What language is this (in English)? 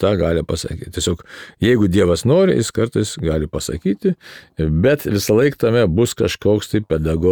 Lithuanian